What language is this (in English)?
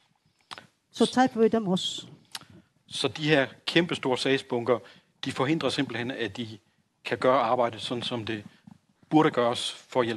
Danish